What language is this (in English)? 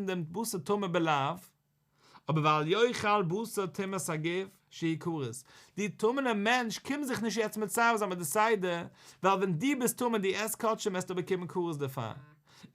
Yiddish